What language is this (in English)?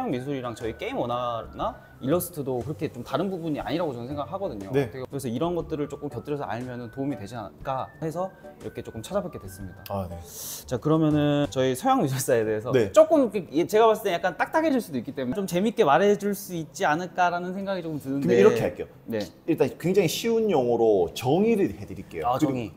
Korean